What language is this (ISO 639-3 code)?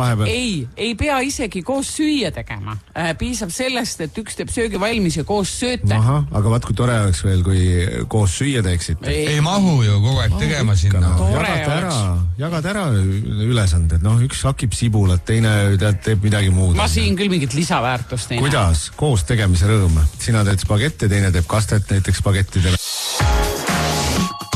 est